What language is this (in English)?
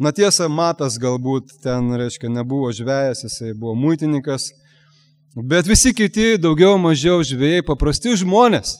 Lithuanian